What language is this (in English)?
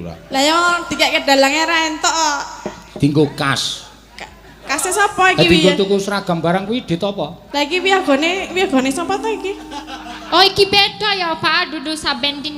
Javanese